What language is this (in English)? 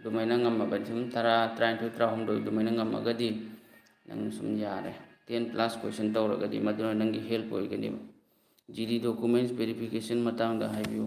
Manipuri